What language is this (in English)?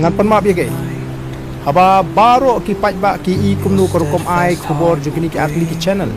Khasi